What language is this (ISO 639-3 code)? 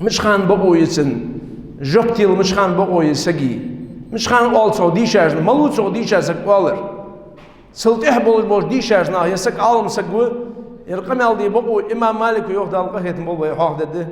inh